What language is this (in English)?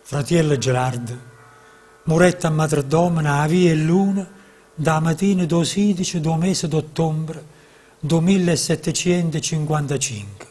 Neapolitan